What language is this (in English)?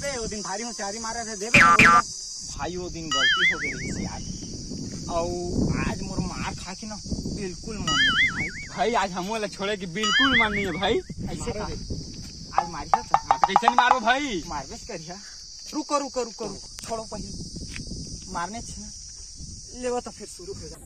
Chhattisgarhi